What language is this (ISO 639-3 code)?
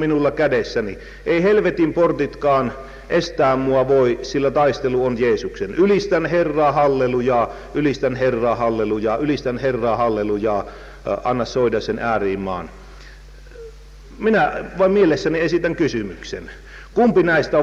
fin